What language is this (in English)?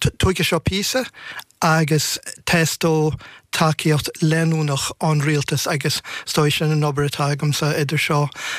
Irish